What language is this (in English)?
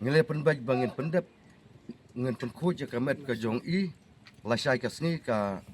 Khasi